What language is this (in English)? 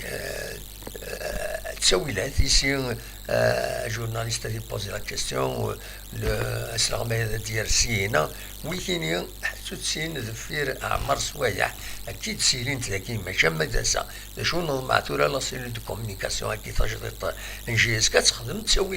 Kabyle